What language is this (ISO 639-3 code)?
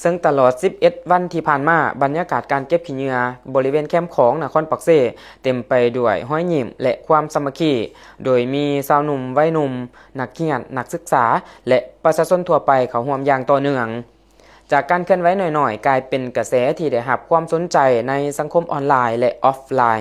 lao